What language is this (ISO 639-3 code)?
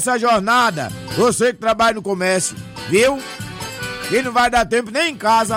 por